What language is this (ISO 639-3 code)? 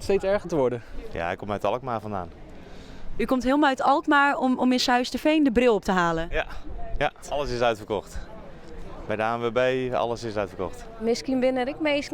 fry